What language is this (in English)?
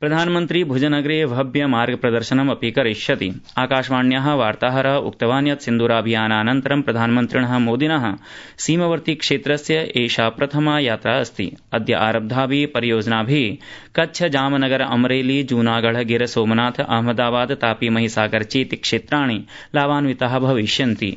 Sanskrit